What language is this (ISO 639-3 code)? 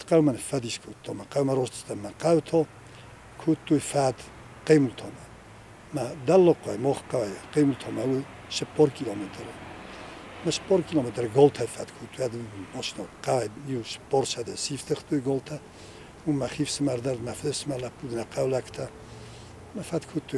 oss